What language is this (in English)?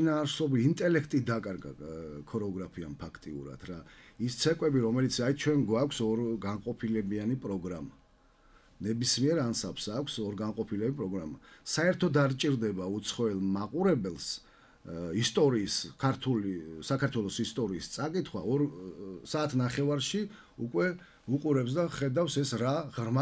Georgian